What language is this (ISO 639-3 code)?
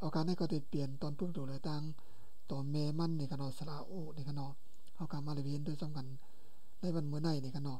shn